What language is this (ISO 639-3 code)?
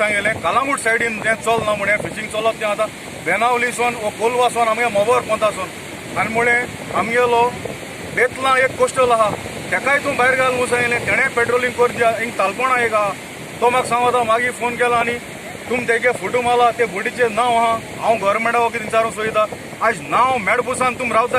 kok